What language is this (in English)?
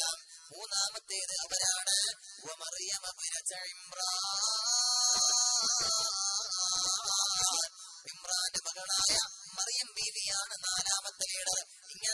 Malayalam